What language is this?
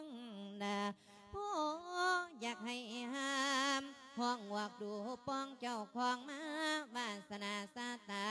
Lao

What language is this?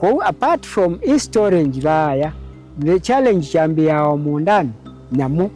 Kamba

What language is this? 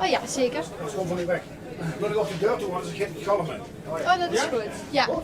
Limburgish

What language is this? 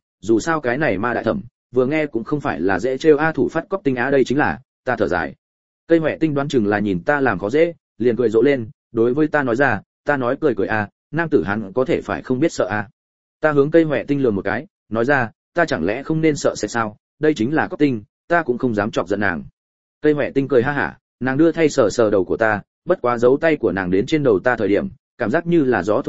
Vietnamese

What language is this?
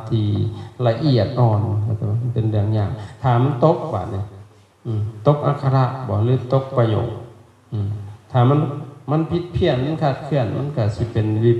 Lao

